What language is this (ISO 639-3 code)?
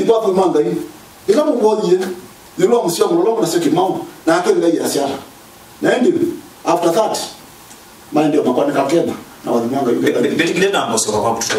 kam